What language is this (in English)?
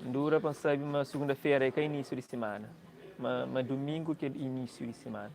Kabuverdianu